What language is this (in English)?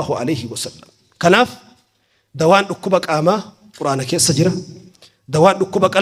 Oromo